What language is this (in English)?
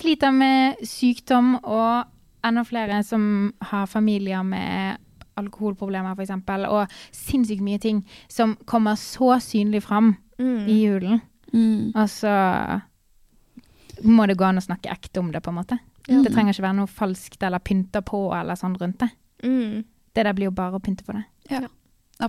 Norwegian